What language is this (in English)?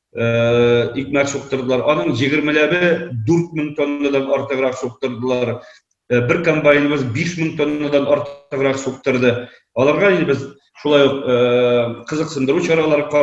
Tatar